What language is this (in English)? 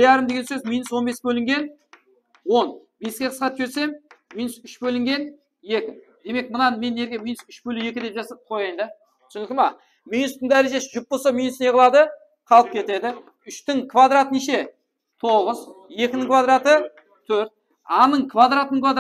Kara-Kalpak